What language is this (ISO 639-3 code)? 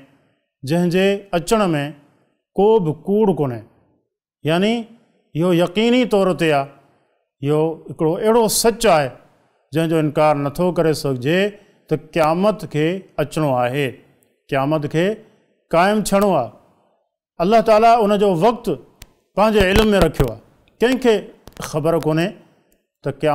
snd